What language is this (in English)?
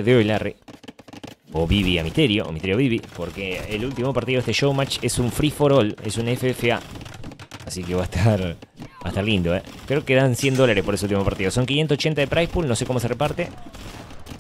Spanish